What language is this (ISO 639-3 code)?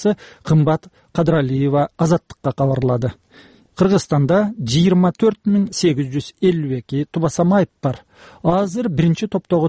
kir